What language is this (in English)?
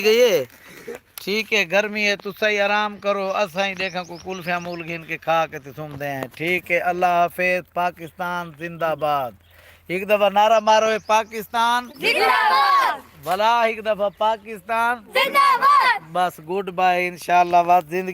Saraiki